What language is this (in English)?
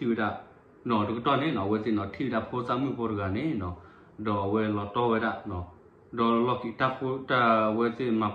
S'gaw Karen